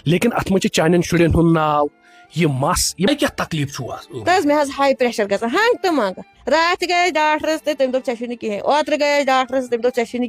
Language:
Kashmiri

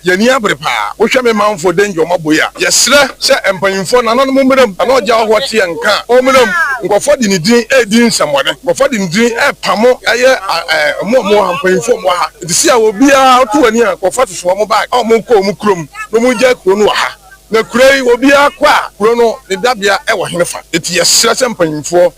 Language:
Akan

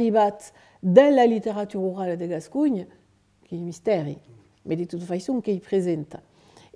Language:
Occitan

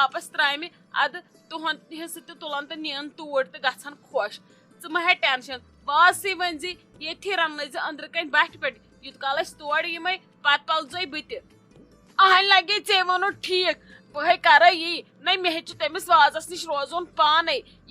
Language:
Kashmiri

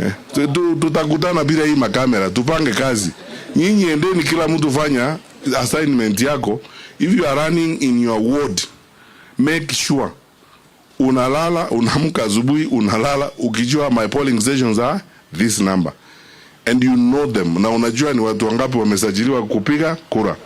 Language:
Swahili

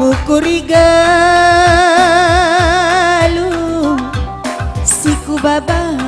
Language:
Batak Karo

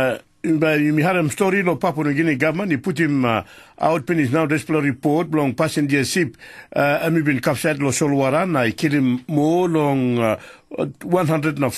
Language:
Tok Pisin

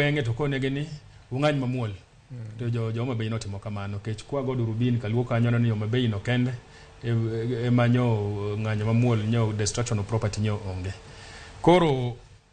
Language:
Luo (Kenya and Tanzania)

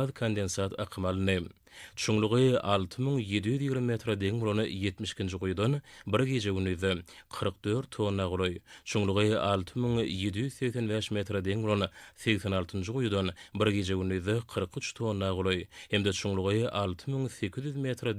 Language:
Turkmen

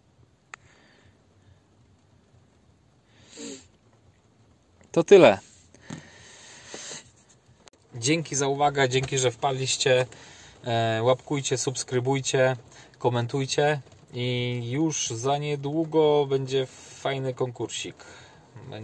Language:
Polish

